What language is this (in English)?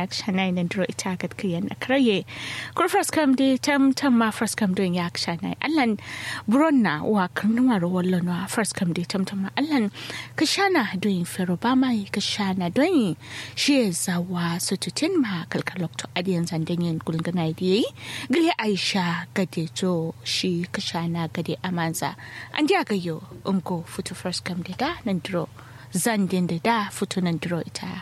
Kanuri